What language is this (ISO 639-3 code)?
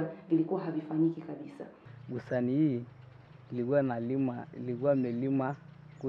swa